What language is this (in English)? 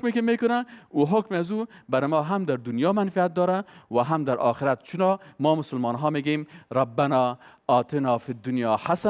Persian